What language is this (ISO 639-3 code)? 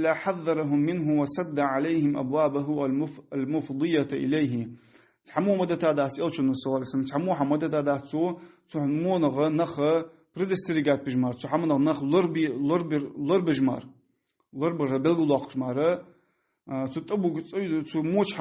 inh